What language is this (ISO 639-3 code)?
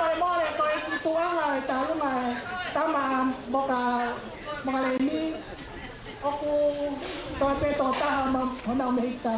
ton